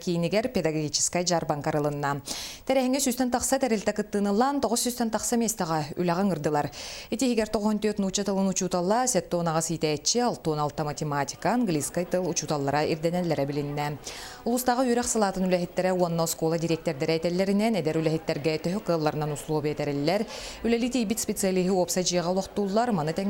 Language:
Yakut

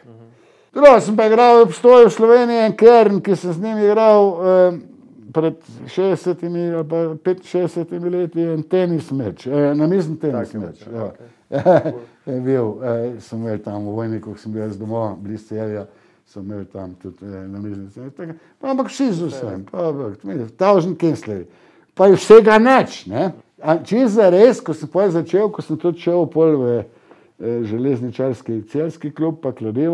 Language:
Slovenian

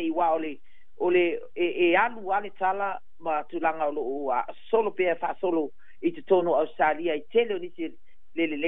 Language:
Samoan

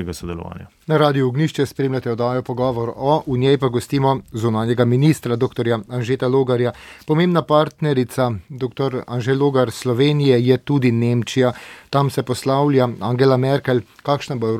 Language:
Slovenian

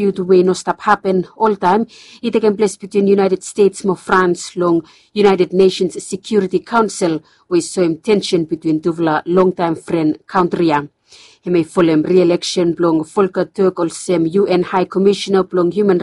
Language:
Bislama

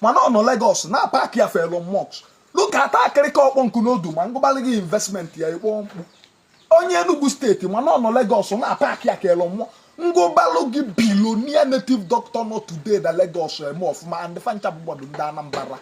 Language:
Igbo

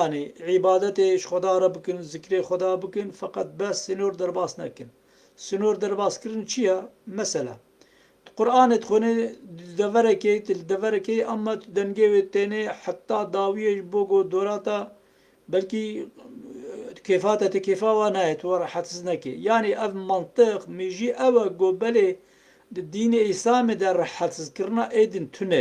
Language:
Kurdish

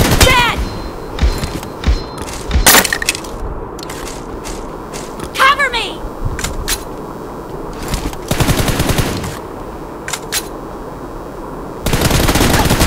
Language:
Hindi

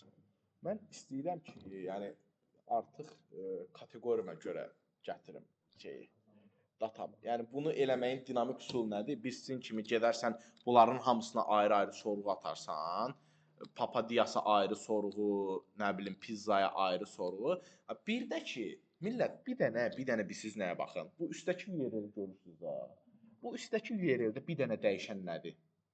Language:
Azerbaijani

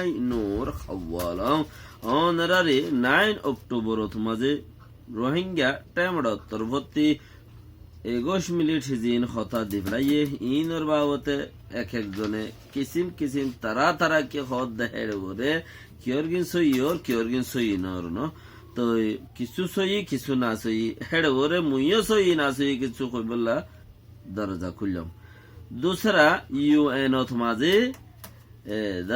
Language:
Rohingya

